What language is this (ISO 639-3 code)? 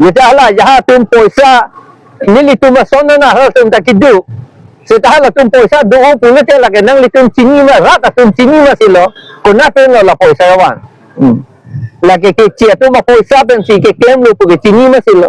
mjw